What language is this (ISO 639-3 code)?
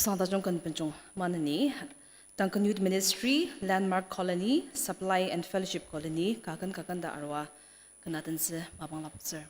njo